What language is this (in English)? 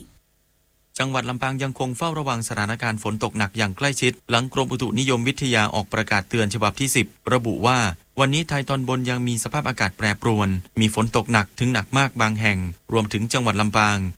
Thai